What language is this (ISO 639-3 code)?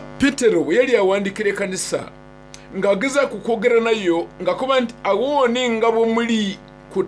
xog